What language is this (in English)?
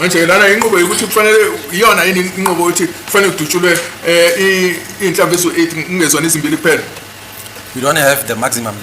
Zulu